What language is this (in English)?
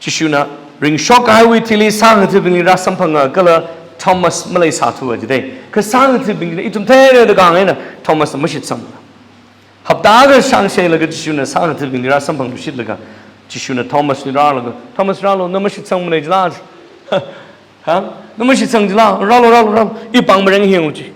Tangkhul Naga (India)